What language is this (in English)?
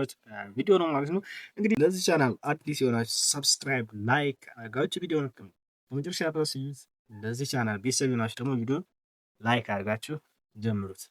Amharic